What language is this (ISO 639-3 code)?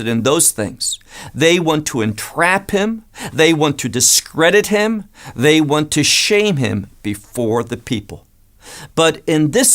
eng